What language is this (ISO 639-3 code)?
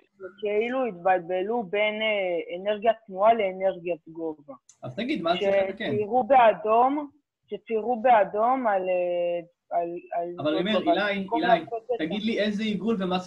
heb